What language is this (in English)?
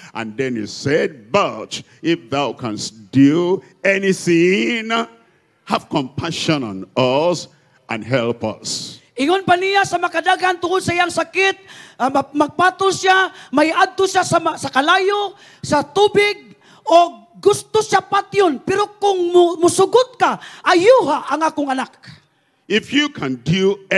Cebuano